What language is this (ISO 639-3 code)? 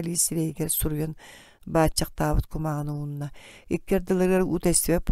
sah